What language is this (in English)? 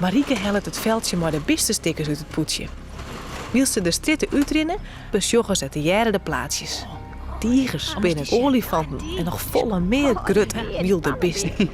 Western Frisian